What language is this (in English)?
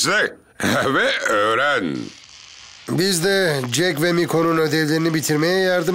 Turkish